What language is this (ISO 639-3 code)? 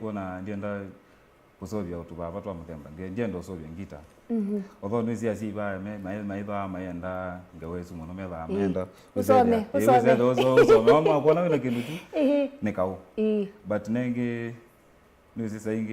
kam